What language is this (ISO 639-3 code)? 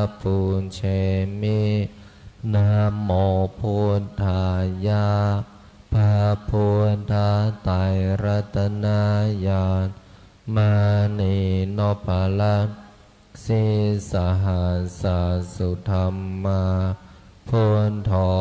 pli